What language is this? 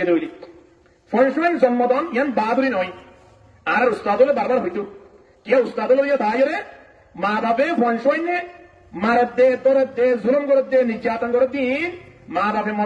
Rohingya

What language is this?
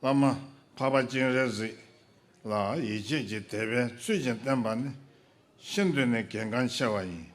Tibetan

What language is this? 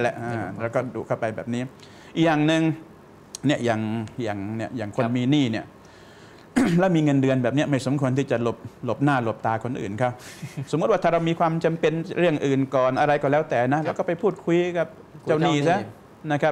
Thai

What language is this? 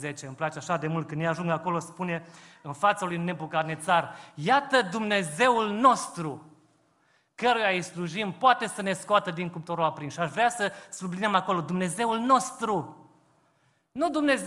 Romanian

